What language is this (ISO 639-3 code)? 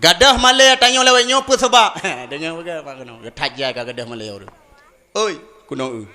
ace